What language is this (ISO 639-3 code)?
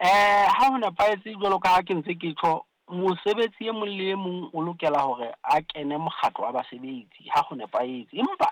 sot